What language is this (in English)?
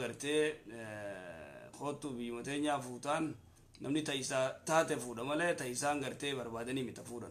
Oromo